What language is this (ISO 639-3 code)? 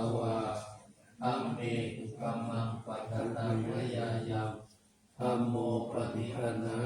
pli